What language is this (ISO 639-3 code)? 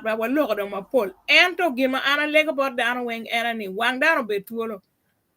ach